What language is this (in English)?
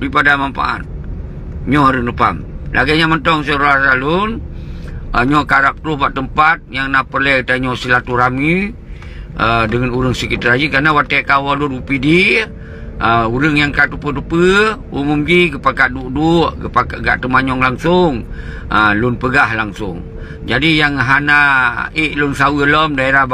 Achinese